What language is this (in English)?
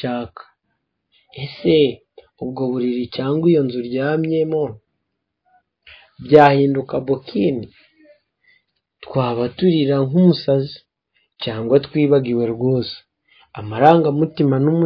Kinyarwanda